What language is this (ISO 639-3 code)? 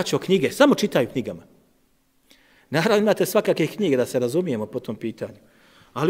bos